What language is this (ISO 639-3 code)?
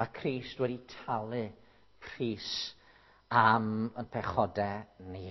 cym